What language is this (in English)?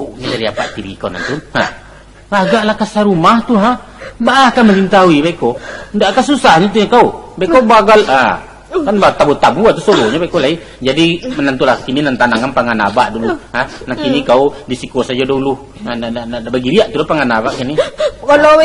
Minangkabau